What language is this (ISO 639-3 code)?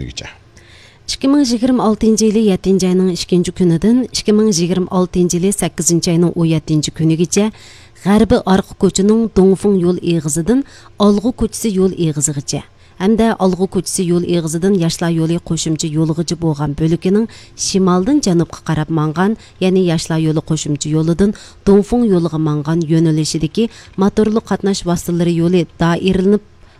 uig